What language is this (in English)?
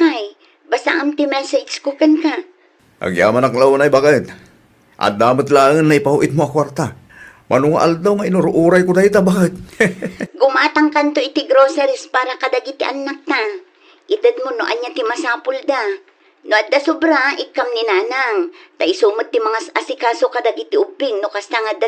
Iloko